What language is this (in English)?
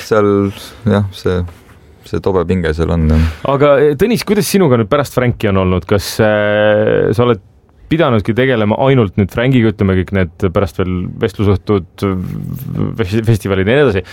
Estonian